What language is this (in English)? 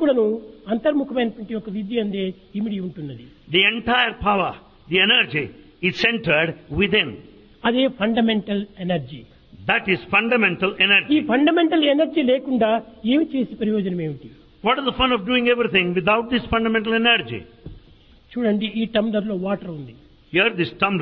Telugu